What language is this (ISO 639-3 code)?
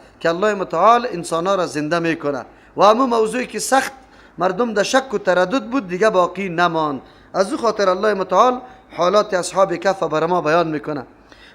fas